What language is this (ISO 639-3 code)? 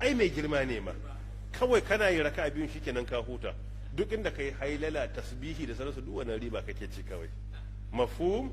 hau